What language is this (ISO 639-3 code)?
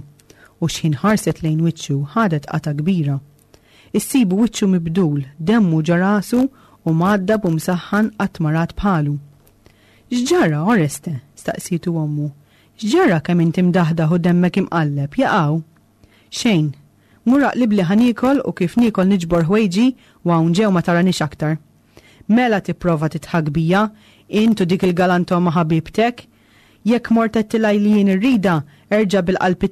mlt